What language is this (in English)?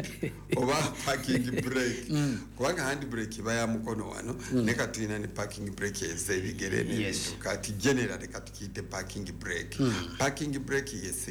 Ganda